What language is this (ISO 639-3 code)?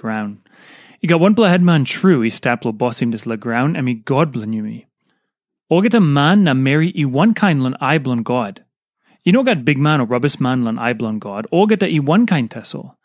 tpi